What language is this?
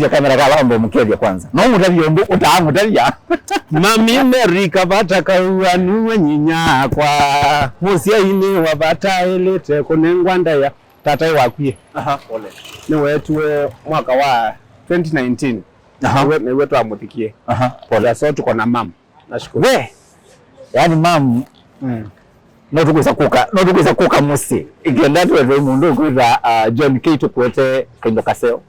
Kamba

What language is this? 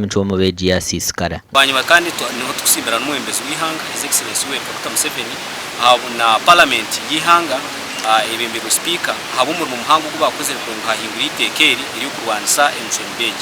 Nyankole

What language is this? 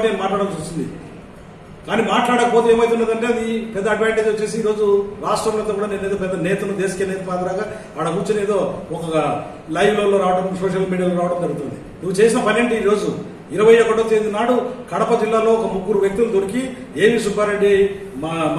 Telugu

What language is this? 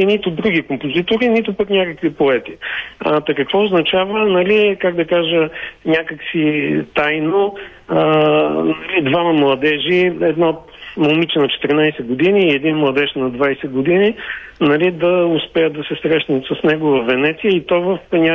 Bulgarian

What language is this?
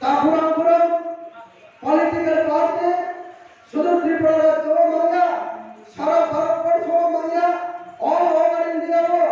Riang (India)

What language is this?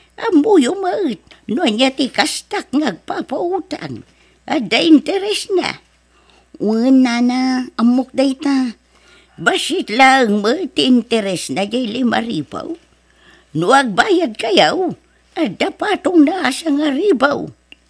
Iloko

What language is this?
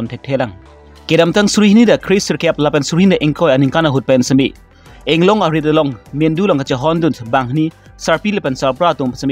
Karbi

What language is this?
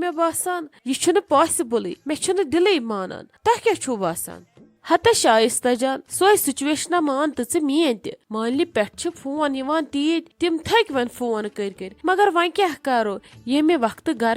Kashmiri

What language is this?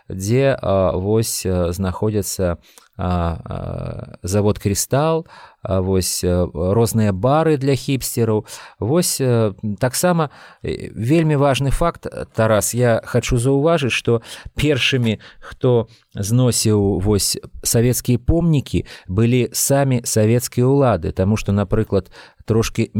Belarusian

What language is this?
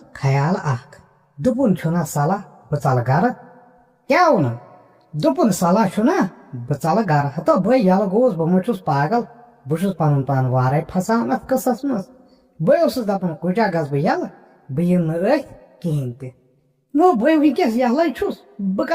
Kashmiri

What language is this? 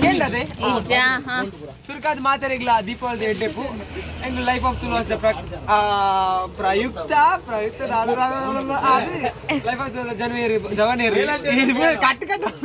Tulu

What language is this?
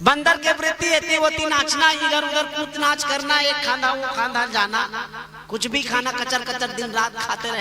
Chhattisgarhi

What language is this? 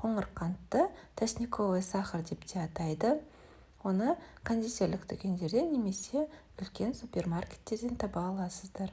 Kazakh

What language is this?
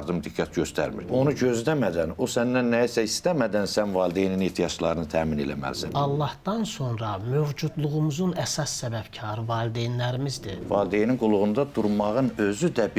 Azerbaijani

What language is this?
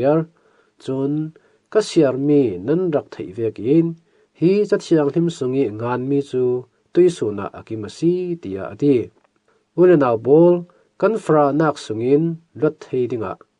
Falam Chin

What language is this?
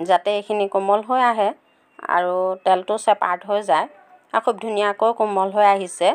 Assamese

